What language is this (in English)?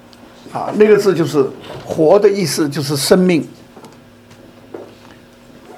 Chinese